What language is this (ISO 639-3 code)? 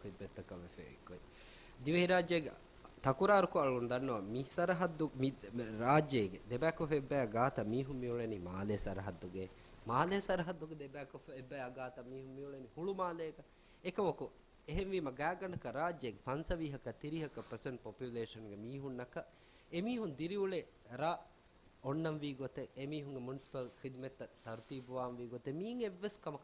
div